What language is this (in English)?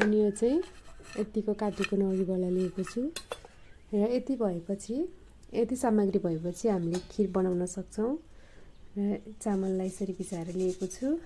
Nepali